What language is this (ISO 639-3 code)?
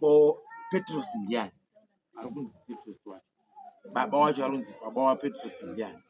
sna